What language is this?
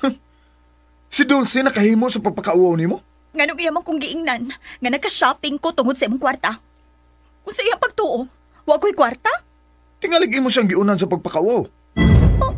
Cebuano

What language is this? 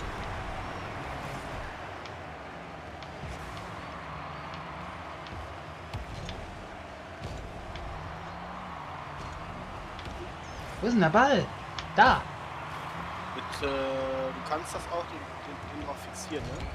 German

